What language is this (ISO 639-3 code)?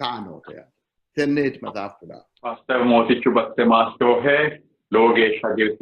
sid